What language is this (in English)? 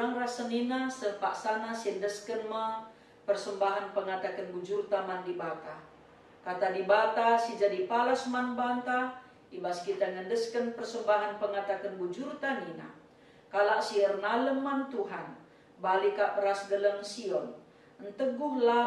Batak Karo